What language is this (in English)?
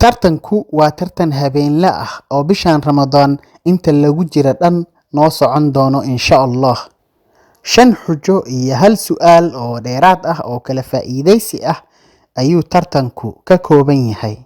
Somali